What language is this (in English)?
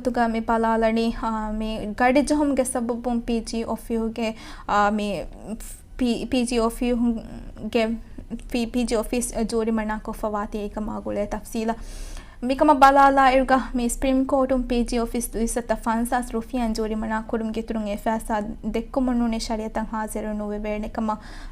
Divehi